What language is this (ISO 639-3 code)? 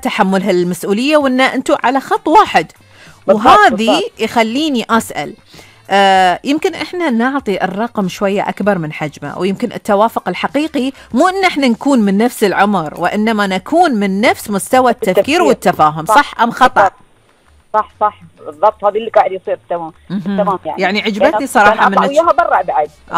afb